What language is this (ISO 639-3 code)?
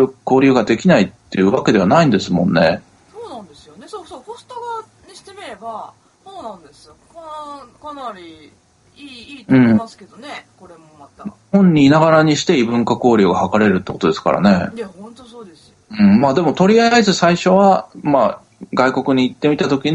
jpn